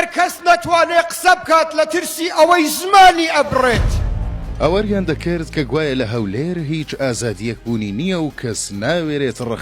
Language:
Central Kurdish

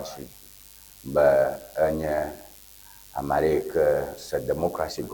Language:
Ewe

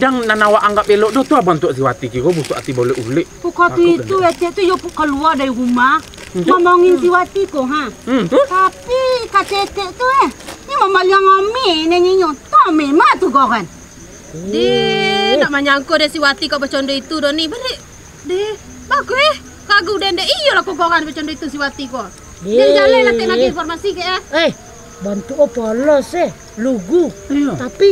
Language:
Minangkabau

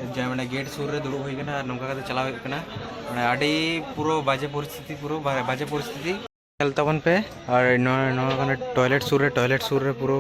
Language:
Santali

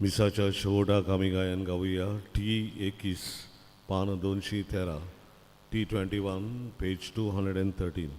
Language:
Konkani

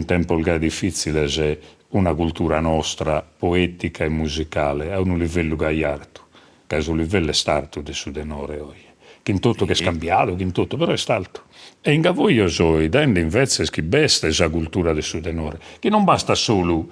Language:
Sardinian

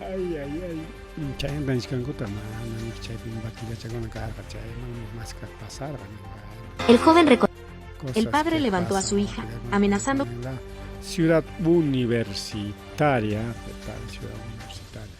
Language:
Ayacucho Quechua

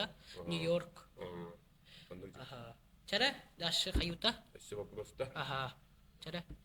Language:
Yakut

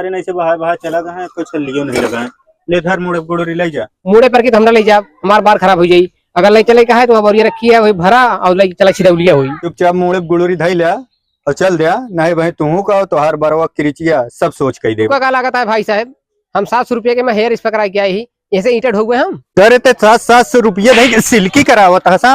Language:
Awadhi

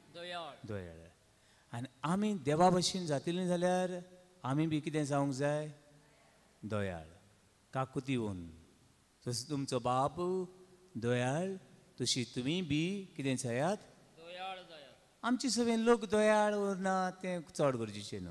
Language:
Konkani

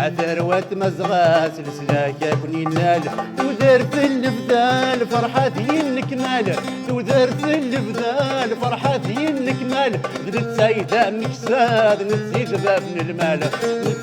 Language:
Kabyle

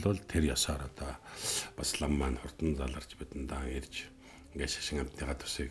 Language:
Mongolian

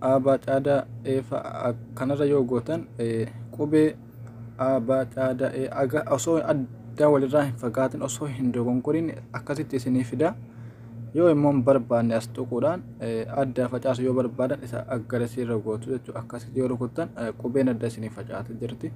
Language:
Oromo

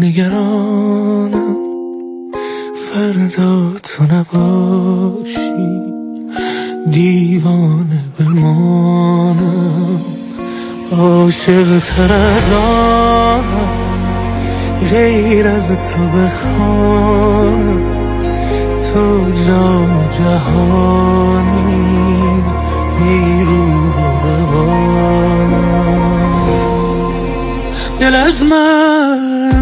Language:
Persian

